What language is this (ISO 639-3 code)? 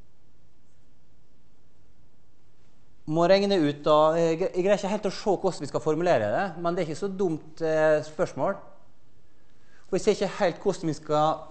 nor